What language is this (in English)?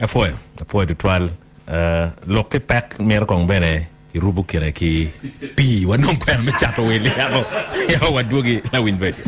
Acoli